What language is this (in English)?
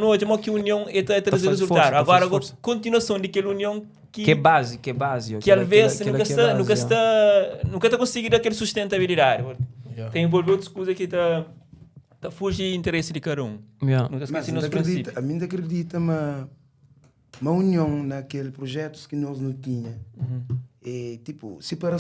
Kabuverdianu